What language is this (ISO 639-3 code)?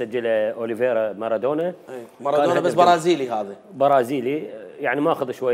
acm